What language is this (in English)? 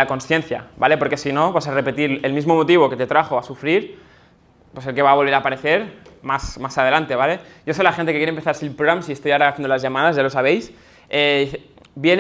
Spanish